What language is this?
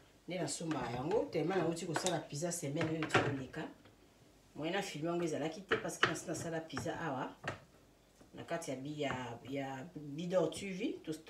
Lingala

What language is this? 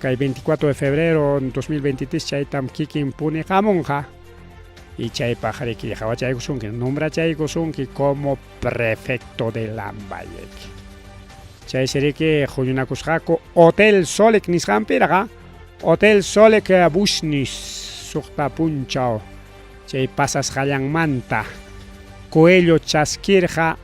Ayacucho Quechua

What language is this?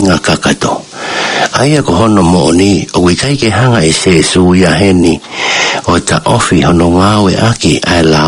Tongan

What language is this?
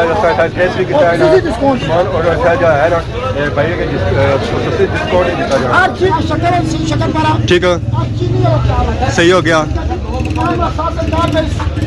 Pahari-Potwari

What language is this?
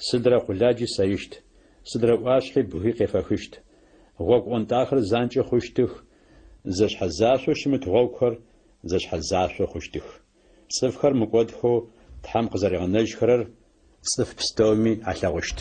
Adyghe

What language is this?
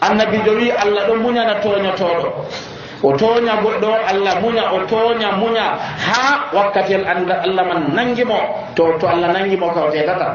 Nigerian Fulfulde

